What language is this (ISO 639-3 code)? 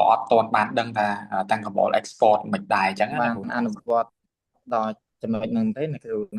khm